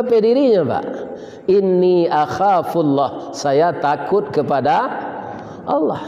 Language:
Minangkabau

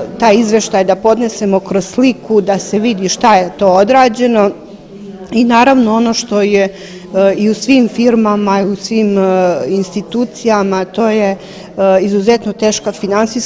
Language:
Serbian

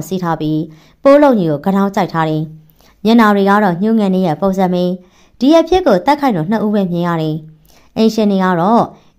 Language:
Burmese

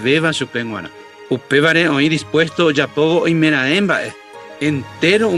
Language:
Guarani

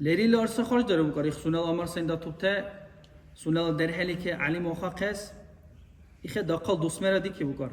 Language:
Dargwa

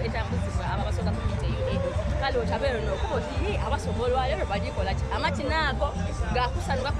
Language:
Soga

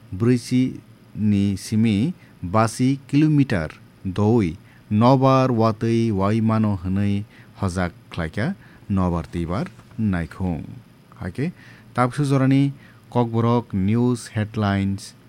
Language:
Kok Borok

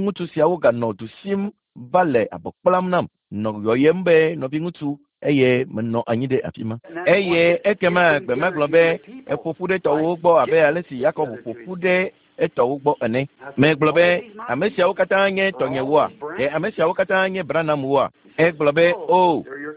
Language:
Ewe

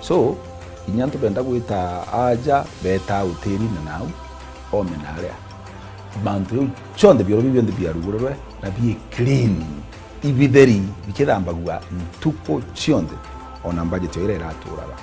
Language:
Meru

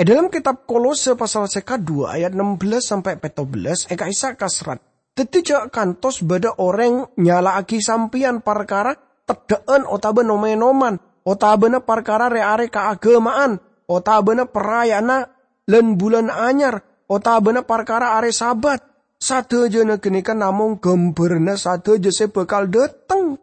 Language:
Madurese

